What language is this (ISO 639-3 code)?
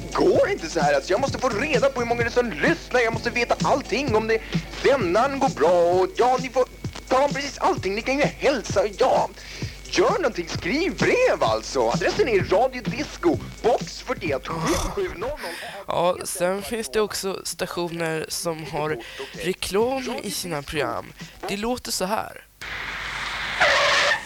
swe